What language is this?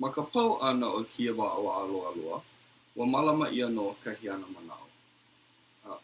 Hawaiian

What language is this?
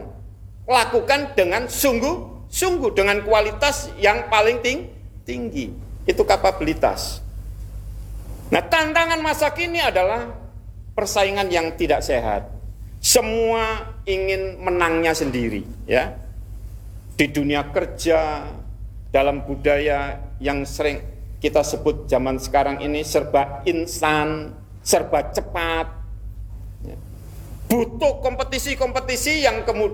Indonesian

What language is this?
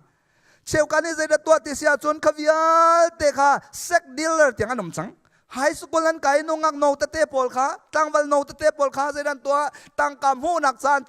Hakha Chin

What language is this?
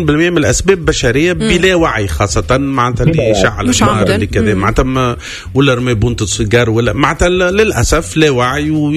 Tunisian Arabic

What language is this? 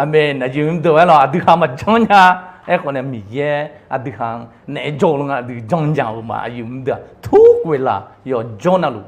Akha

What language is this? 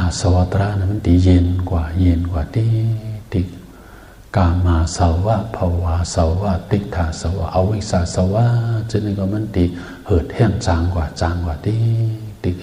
Shan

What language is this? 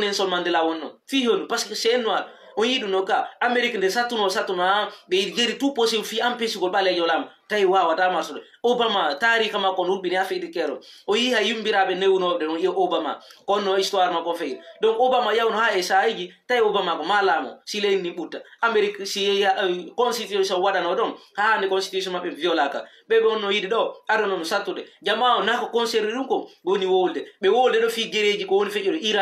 Fula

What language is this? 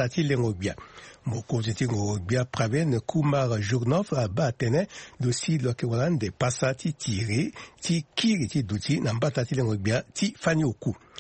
Sango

